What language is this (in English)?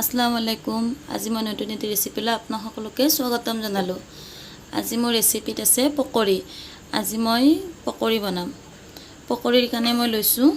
Assamese